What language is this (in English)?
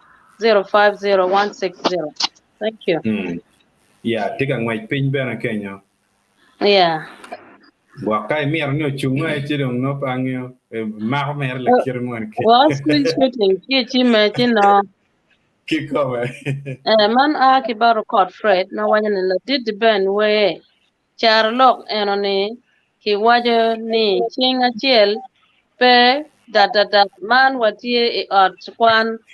Acoli